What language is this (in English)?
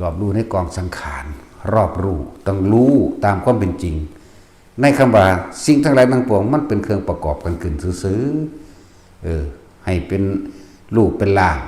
Northeastern Thai